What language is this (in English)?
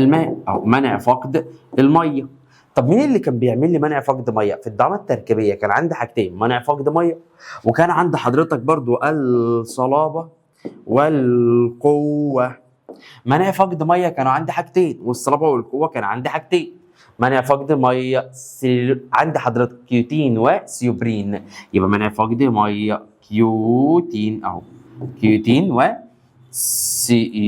Egyptian Arabic